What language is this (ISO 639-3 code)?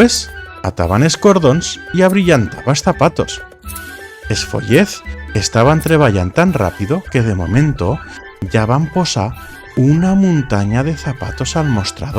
arg